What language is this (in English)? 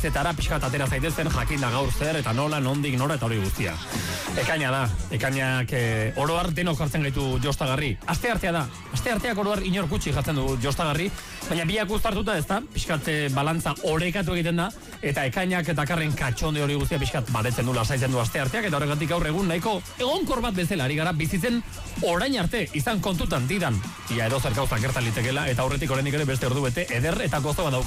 Basque